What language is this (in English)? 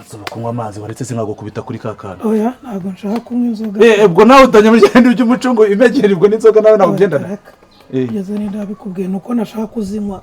Kinyarwanda